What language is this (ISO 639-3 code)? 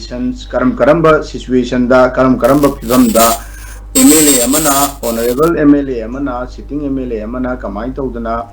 mni